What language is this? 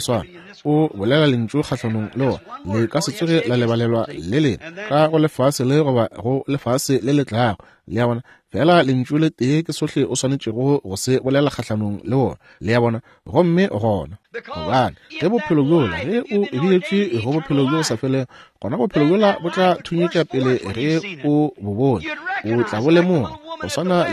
Northern Sotho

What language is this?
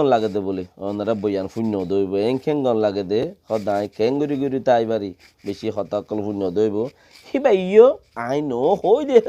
Rohingya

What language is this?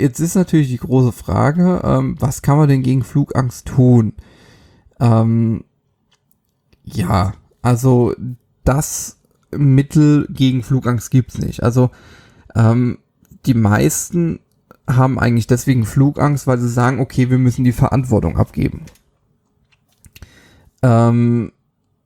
German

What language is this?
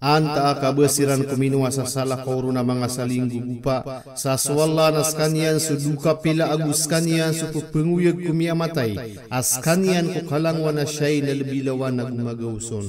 Maranao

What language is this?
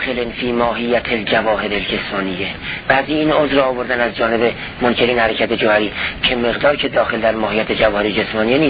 Persian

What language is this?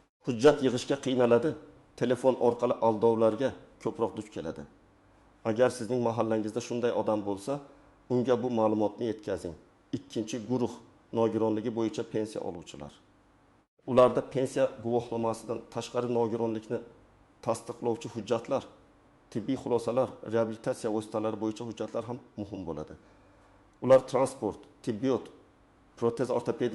Uzbek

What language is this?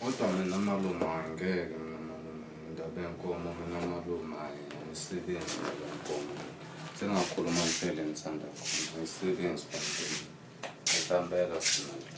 Zulu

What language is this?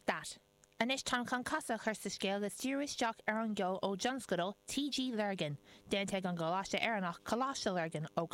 Irish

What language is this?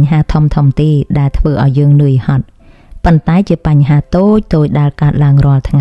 Khmer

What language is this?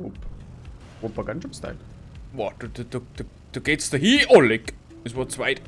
Bavarian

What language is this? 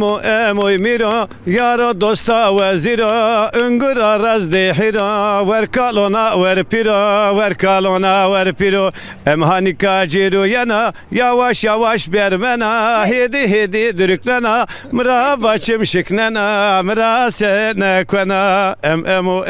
Zaza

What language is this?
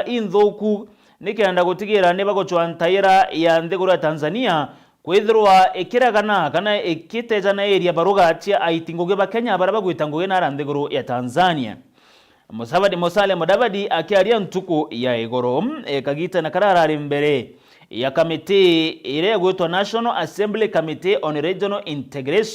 Meru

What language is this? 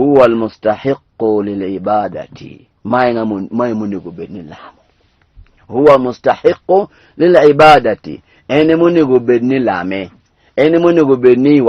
Luo (Kenya and Tanzania)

